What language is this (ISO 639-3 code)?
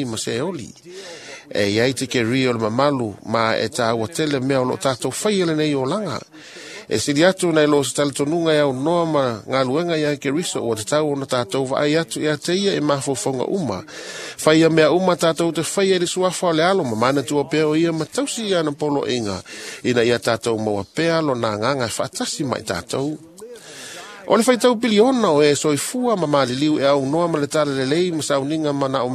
smo